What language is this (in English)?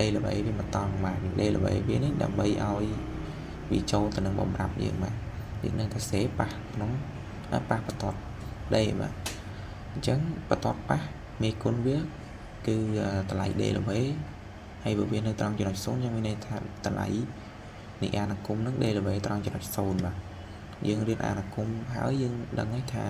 Khmer